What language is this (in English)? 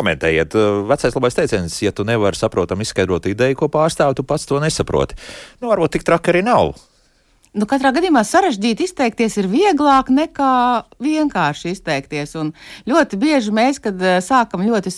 Latvian